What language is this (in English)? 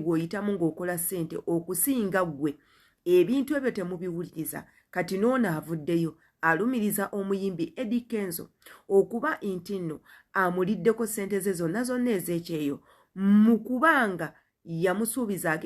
Ganda